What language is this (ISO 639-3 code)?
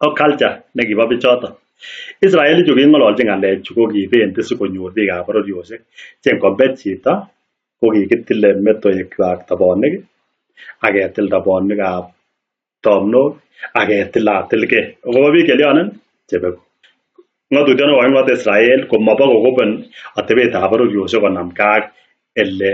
kln